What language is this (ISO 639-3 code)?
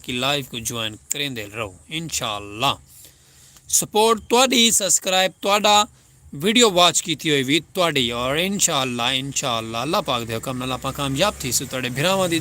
skr